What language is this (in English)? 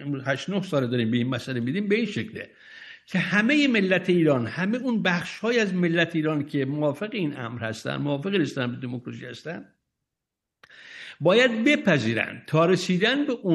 Persian